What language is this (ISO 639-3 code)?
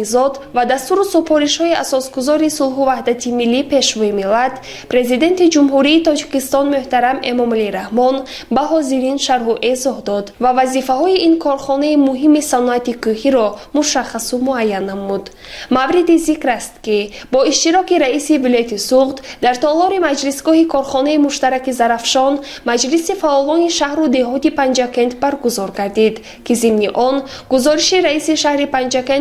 tgk